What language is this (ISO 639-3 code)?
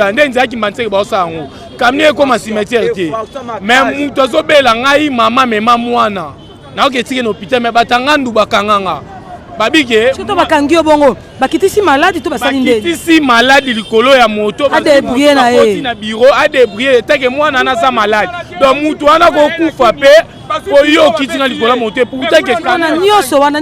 lin